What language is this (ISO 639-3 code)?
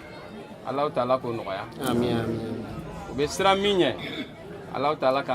bam